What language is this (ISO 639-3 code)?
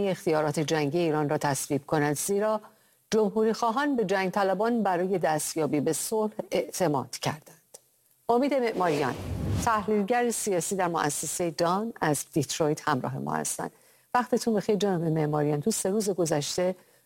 fas